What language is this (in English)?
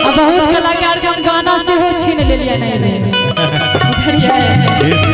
Maithili